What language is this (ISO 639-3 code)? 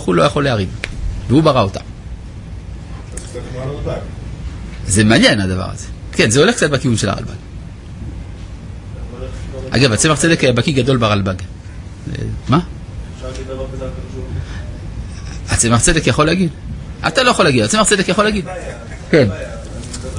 heb